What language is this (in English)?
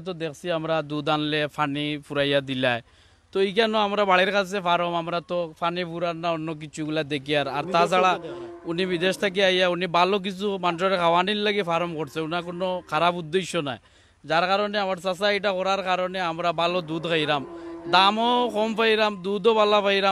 Sylheti